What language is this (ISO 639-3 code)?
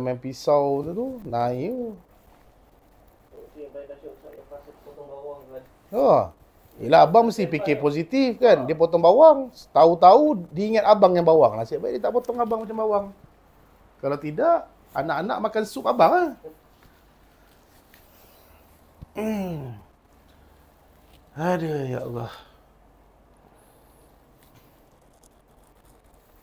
msa